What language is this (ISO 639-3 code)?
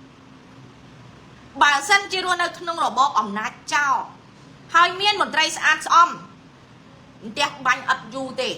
khm